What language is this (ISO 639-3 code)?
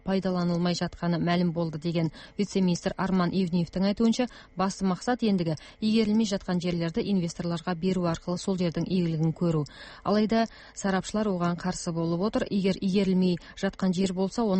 kaz